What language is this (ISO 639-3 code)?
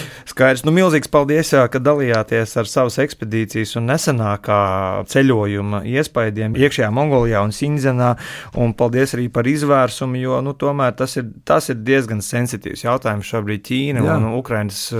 lav